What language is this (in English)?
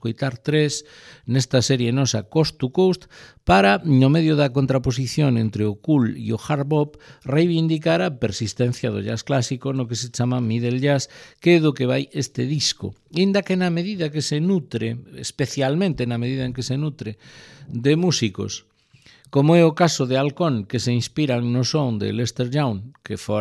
Galician